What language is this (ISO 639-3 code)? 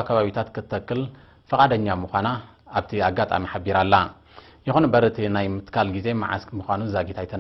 tir